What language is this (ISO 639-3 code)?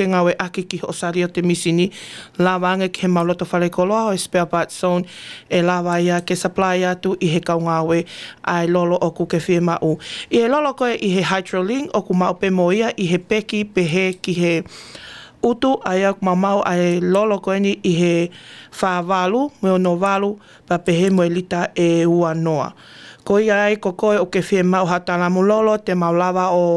ton